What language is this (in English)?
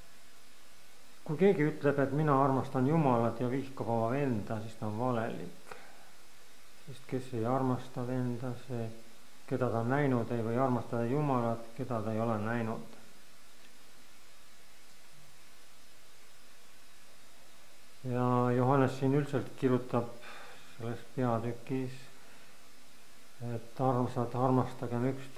Estonian